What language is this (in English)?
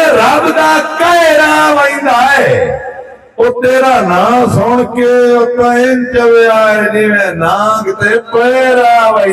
Saraiki